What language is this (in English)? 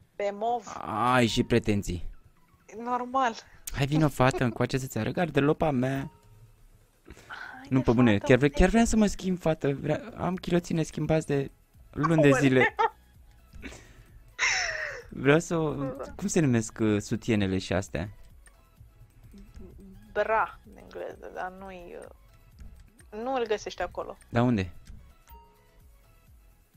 Romanian